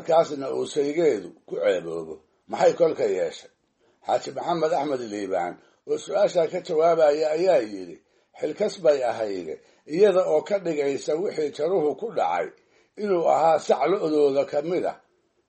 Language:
Somali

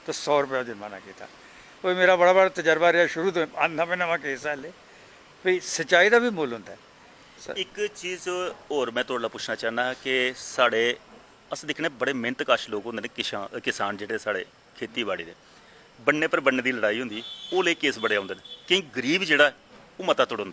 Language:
Dogri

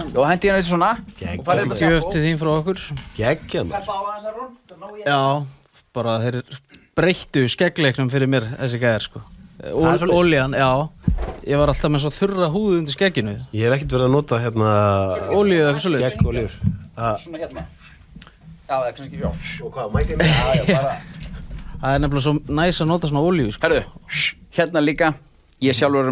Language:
Icelandic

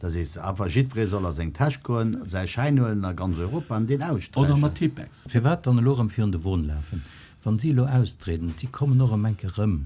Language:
Luxembourgish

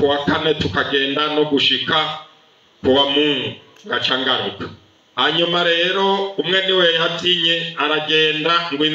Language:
Rundi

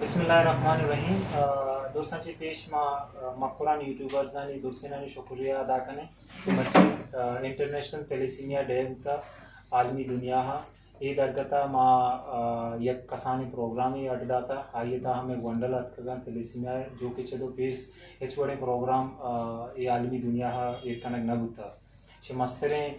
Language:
Eastern Balochi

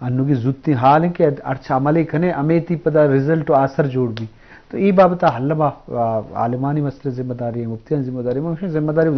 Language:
Eastern Balochi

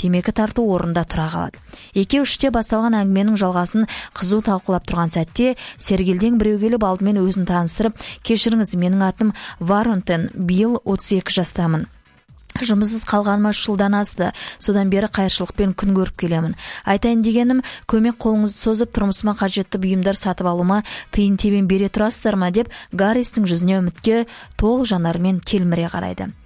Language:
Kazakh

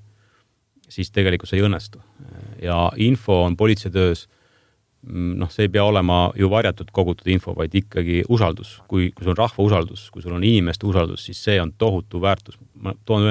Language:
Estonian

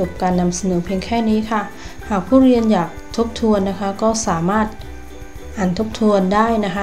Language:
Thai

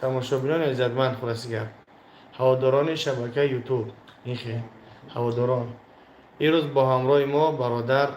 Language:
Tajik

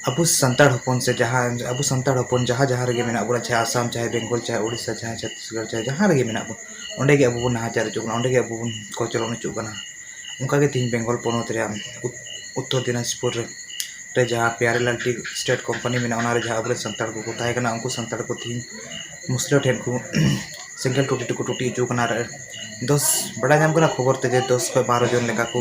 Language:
Santali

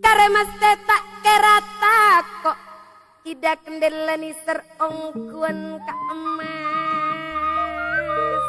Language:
Madurese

